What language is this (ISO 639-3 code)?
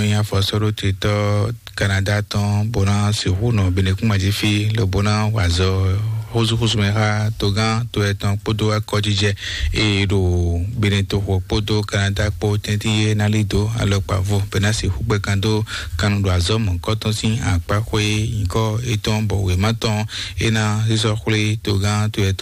fon